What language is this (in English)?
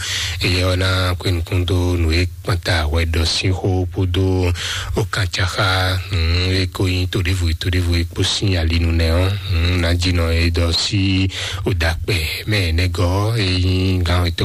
Fon